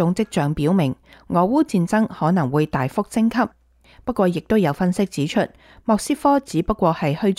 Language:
Cantonese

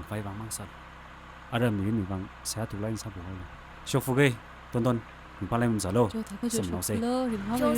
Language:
Tangkhul Naga (India)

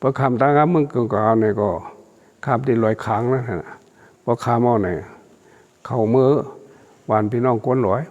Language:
Shan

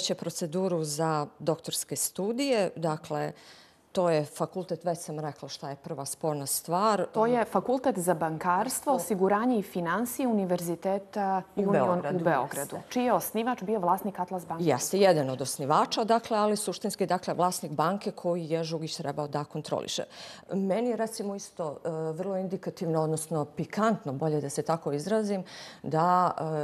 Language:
Bosnian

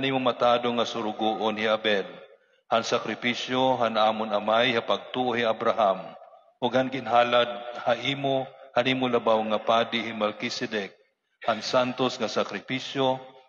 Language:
Waray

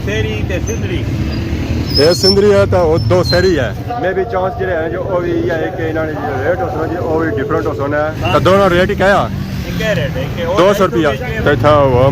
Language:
Pahari-Potwari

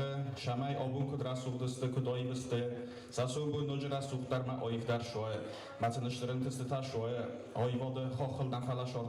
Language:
Ossetic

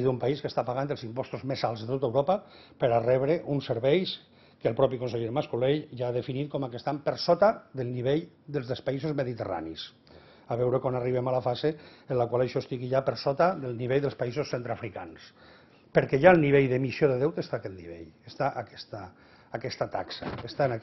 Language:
Catalan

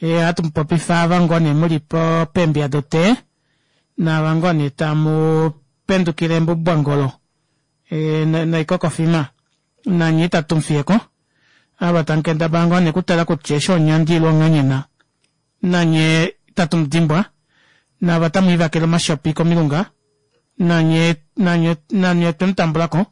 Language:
Kuanyama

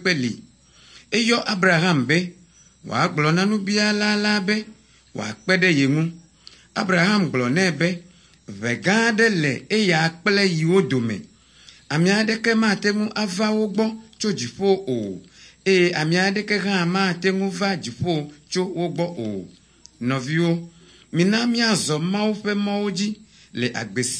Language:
Ewe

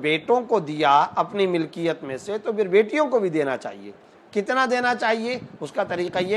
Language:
Urdu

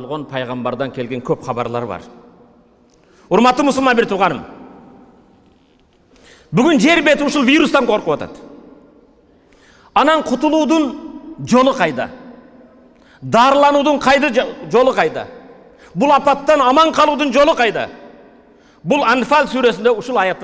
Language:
Kyrgyz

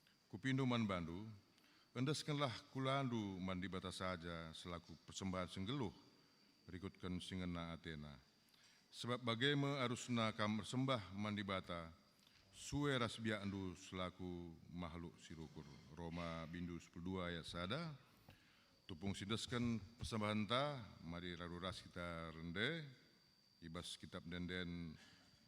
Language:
Batak Karo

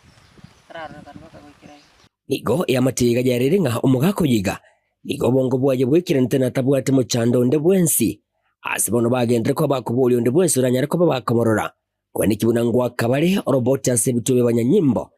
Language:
Gusii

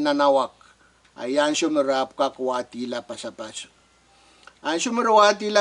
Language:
Pohnpeian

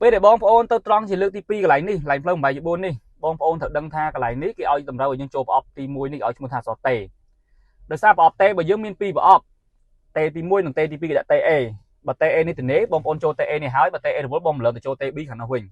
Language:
Khmer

